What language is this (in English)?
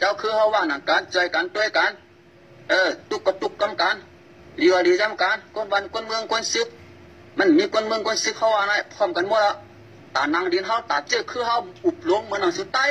Shan